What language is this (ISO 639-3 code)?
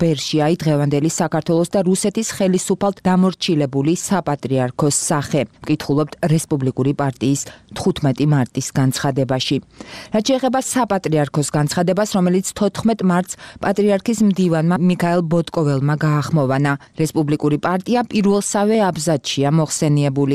kat